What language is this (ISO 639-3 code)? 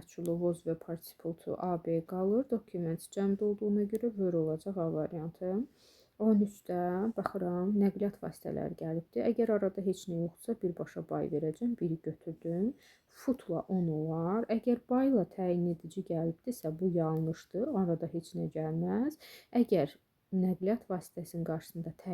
aze